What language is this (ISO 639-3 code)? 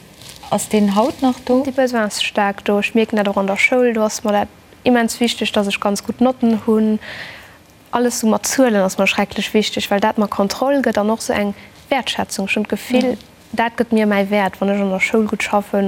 ltz